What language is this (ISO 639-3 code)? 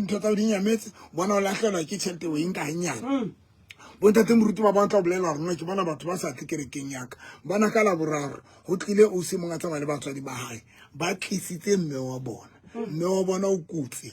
sot